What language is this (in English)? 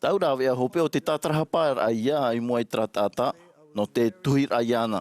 Tahitian